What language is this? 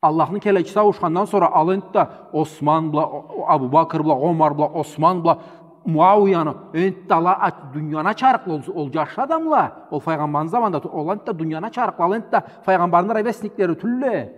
Karachay-Balkar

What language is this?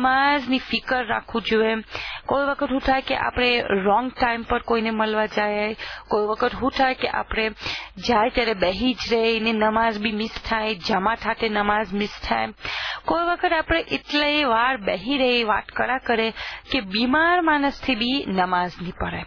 Gujarati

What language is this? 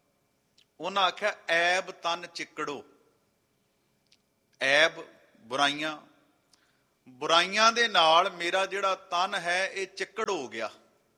Punjabi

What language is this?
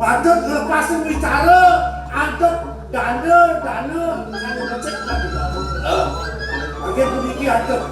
Balinese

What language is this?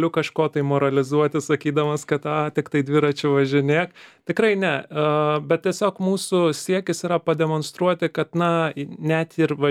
Lithuanian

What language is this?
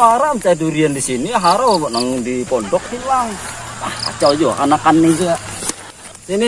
Banjar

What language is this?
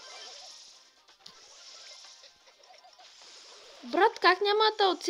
Bulgarian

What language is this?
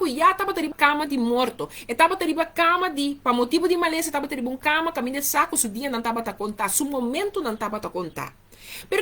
Papiamento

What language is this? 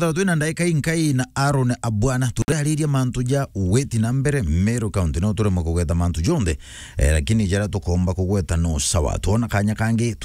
Meru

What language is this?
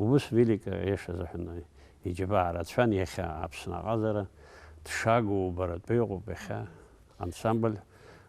Abkhazian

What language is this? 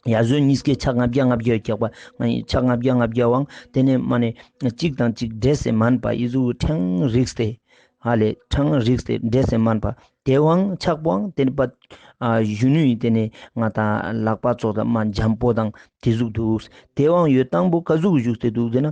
Ladakhi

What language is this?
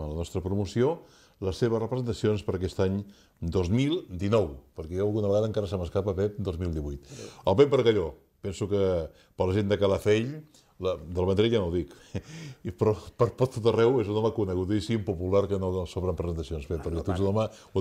Catalan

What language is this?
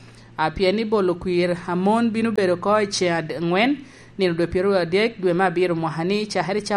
Lango (Uganda)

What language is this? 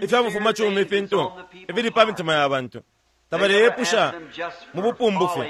Bemba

